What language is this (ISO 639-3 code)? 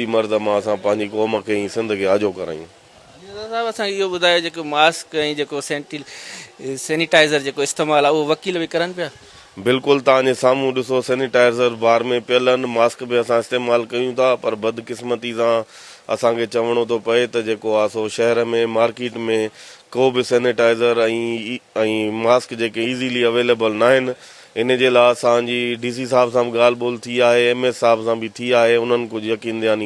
snd